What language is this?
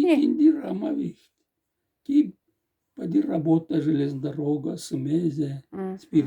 Moksha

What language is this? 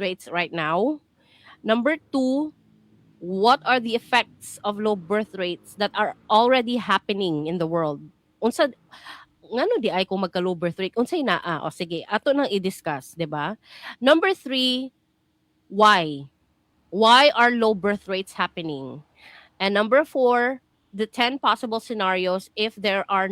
Cebuano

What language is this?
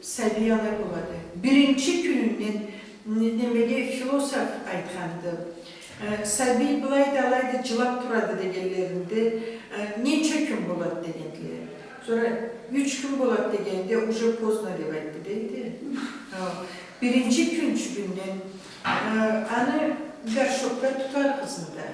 Karachay-Balkar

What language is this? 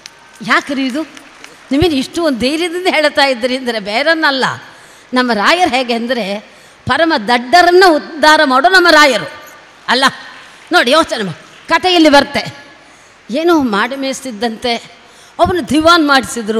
Kannada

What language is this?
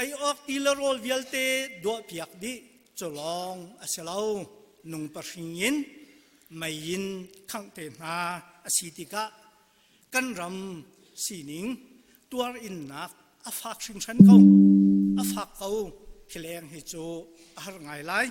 Hakha Chin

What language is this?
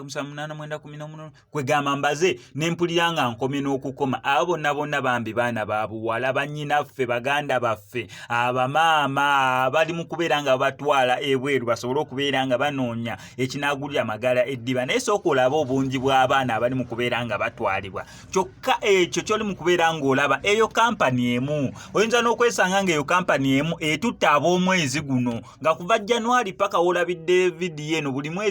Ganda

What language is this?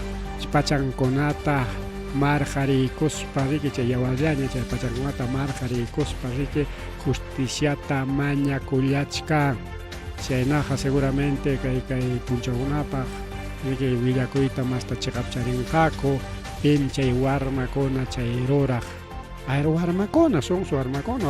Ayacucho Quechua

